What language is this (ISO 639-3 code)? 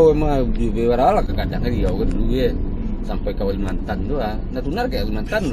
min